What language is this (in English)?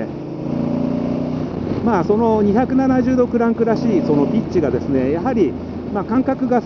Japanese